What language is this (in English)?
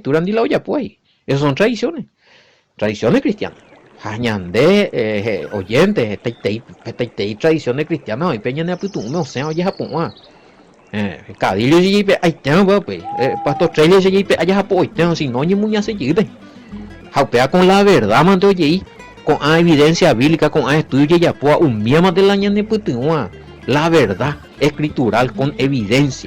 Guarani